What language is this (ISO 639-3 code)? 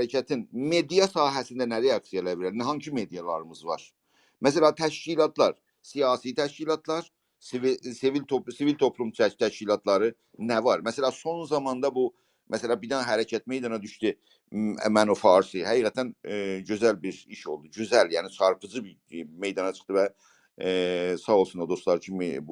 azb